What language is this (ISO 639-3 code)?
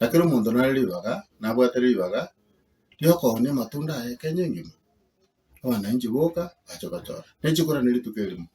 guz